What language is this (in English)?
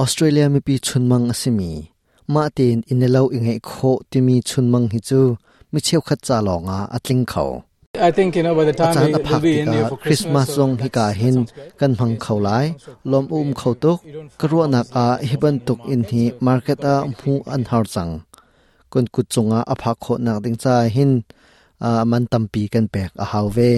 Hakha Chin